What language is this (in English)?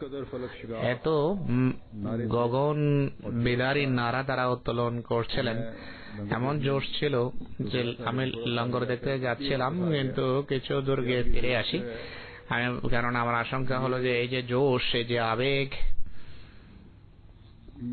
Bangla